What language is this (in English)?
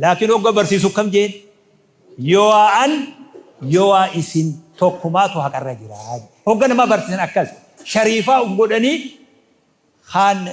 Oromo